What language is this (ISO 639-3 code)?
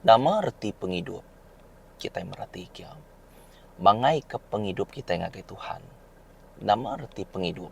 iba